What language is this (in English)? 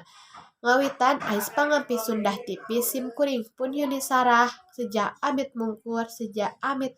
Sundanese